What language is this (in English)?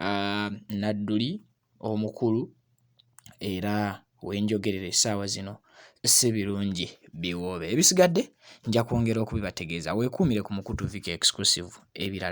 Ganda